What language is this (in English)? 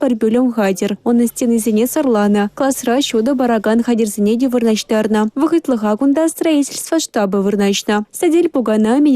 Chuvash